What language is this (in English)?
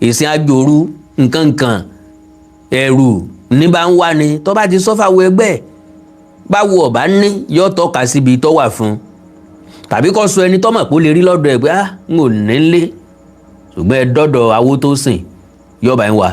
Yoruba